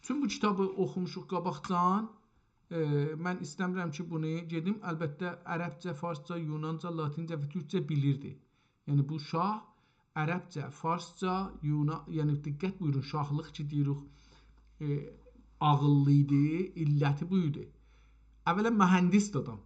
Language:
South Azerbaijani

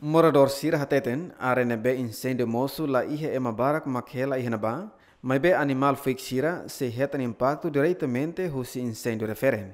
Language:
Tetum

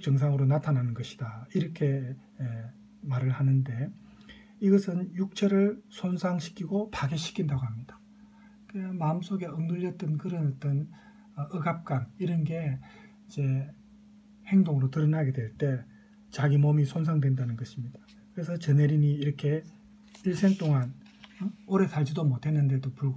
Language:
Korean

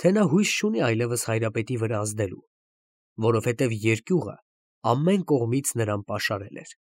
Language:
Armenian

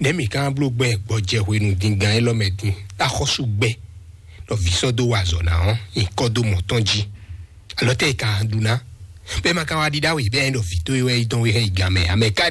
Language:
Fon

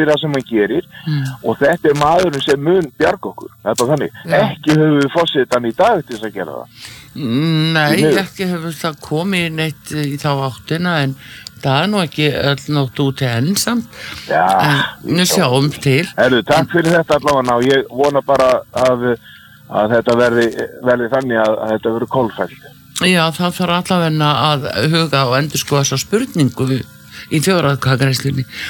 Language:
Icelandic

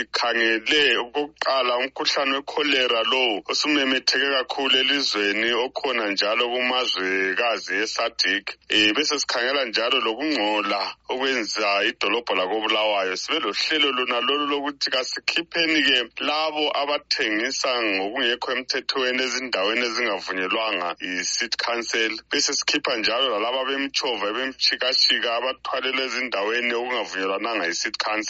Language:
North Ndebele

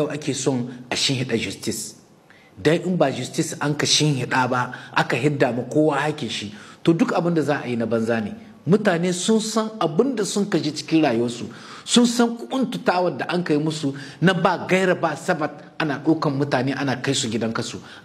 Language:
Hausa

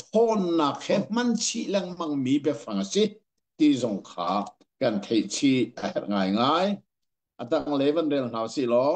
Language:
Hakha Chin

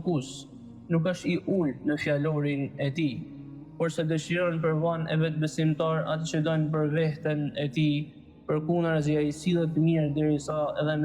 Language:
Albanian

